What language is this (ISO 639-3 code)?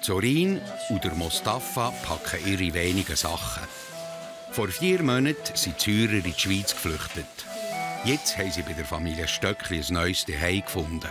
gsw